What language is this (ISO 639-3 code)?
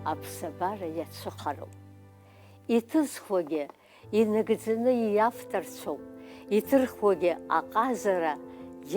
abk